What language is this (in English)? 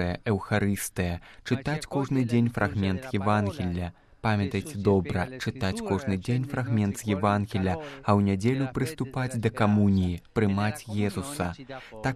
Belarusian